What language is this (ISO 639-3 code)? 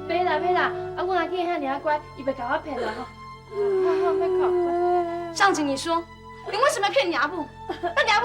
nan